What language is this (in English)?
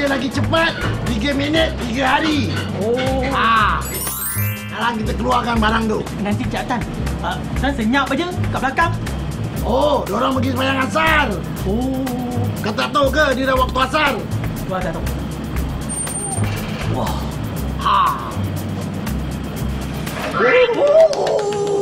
Malay